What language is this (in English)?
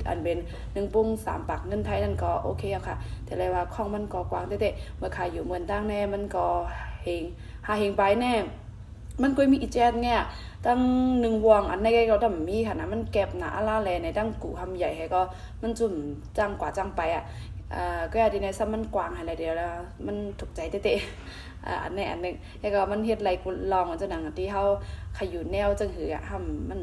Shan